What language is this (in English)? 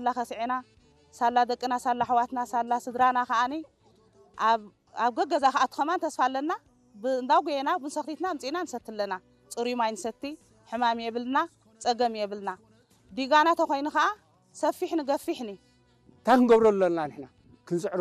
Tigrinya